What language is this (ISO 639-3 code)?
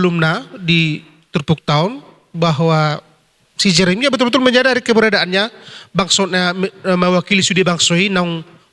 bbc